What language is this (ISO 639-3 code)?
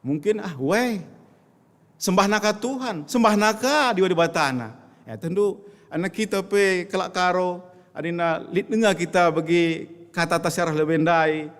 btx